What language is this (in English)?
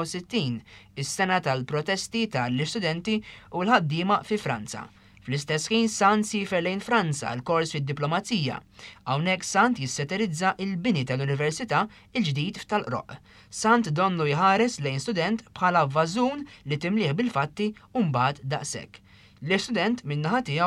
Maltese